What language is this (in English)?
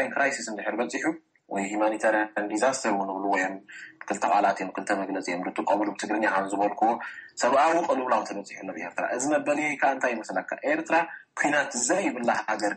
Tigrinya